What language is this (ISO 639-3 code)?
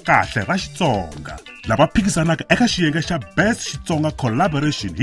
tso